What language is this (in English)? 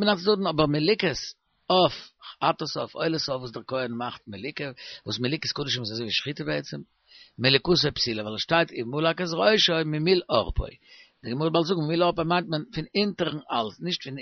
Yiddish